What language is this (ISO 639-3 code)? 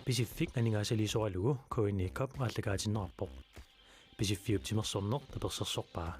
kal